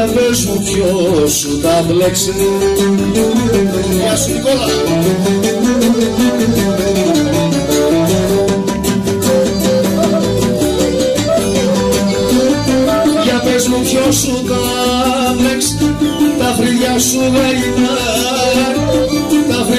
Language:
Greek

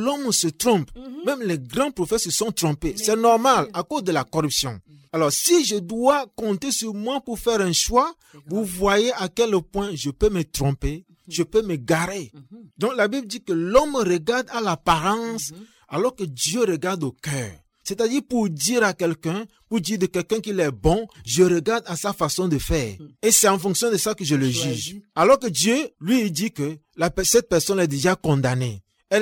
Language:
French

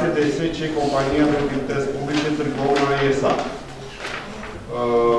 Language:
Romanian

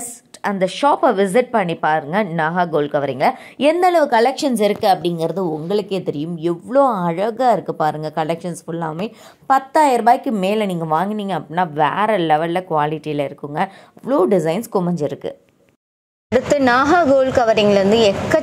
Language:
Tamil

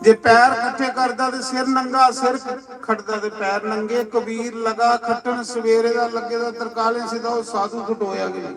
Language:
Dogri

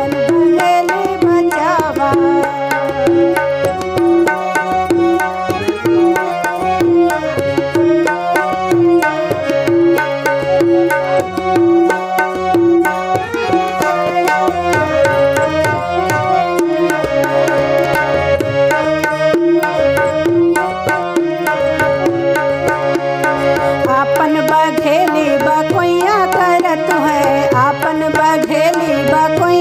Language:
Bagheli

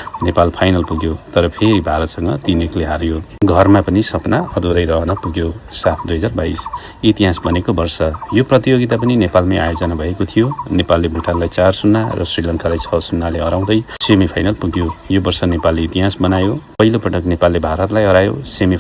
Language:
Nepali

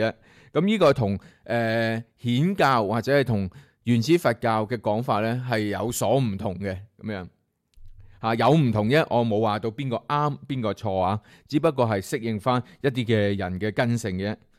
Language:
Cantonese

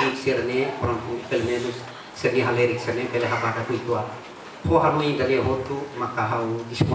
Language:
Tetum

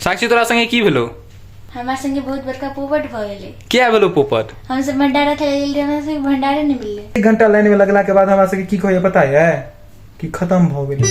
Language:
Maithili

